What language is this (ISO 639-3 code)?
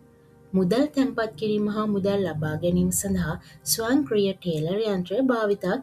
sin